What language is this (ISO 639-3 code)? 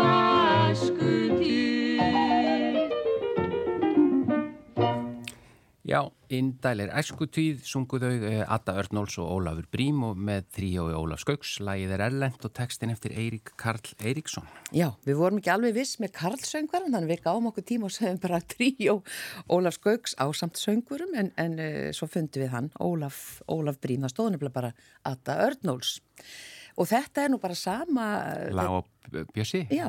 isl